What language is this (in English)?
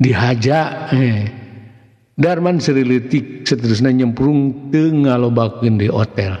Sundanese